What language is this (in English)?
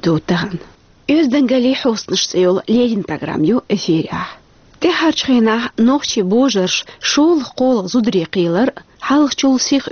Chechen